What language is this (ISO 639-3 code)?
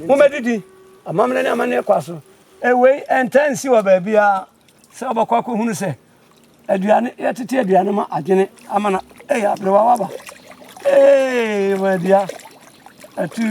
aka